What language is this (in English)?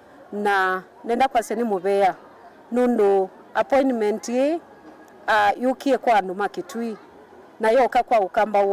Kamba